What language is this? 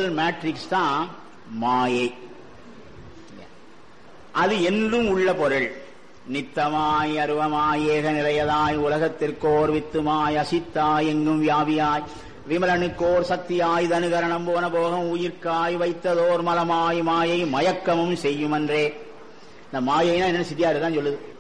Tamil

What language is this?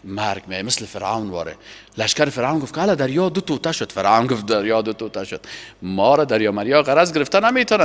Persian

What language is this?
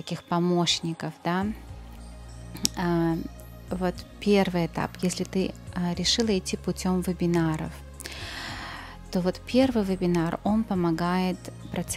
Russian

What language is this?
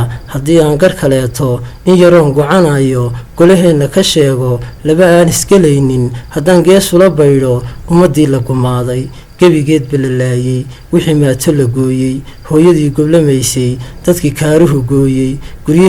Somali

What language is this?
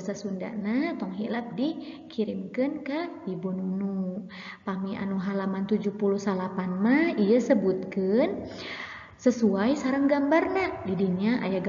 Sundanese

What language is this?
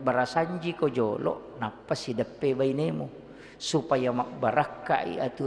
Buginese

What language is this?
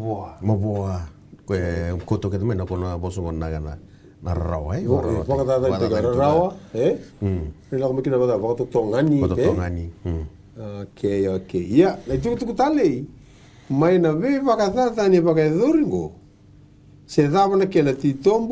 Fijian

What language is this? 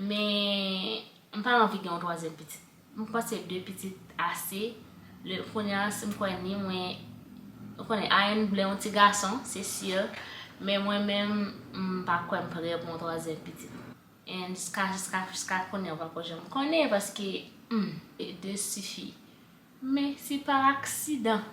Haitian Creole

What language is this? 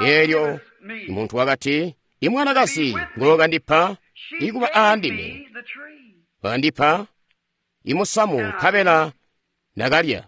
Tonga (Zambia)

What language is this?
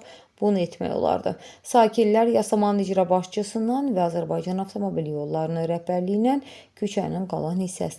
Azerbaijani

